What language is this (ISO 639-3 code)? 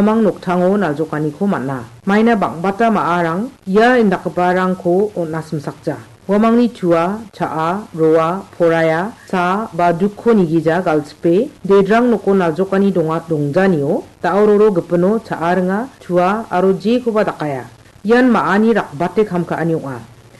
grt